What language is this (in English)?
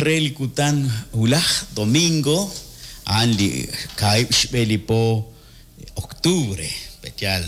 Kekchí